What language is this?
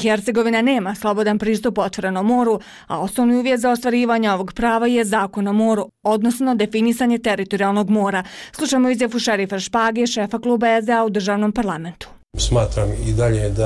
Bosnian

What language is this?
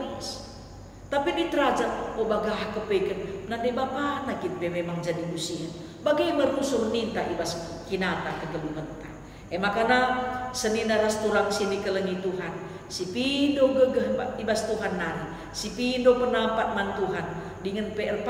Batak Karo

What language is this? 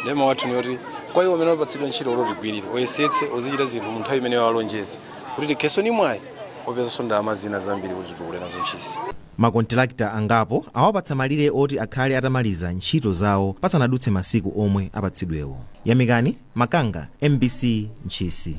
Nyanja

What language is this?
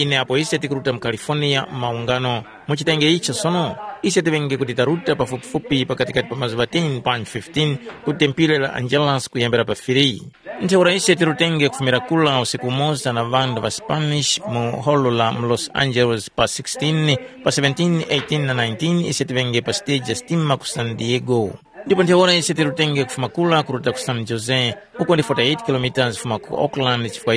Tumbuka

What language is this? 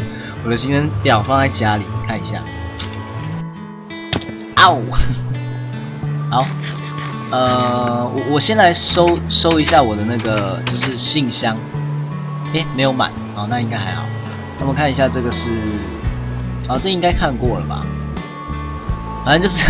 Chinese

